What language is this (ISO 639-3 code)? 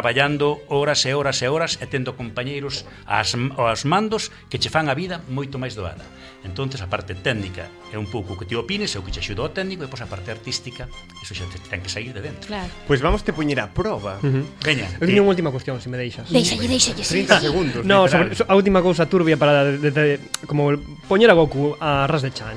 glg